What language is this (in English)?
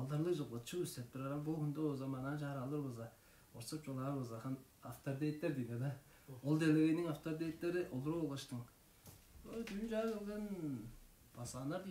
Tuvinian